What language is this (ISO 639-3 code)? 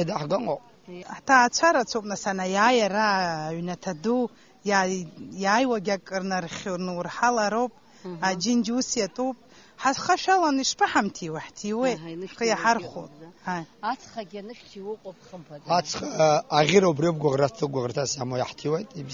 abk